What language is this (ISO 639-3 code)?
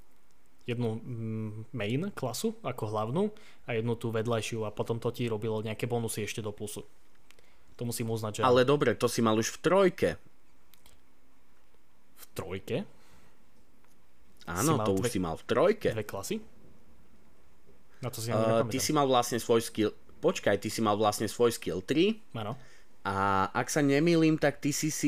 slk